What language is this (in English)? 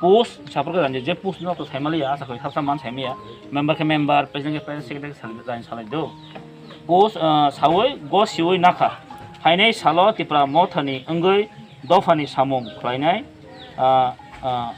Kok Borok